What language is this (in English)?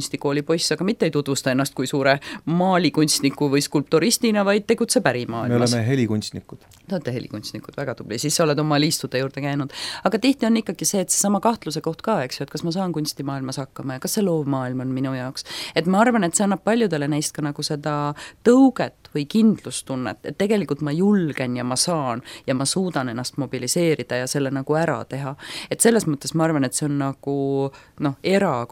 Estonian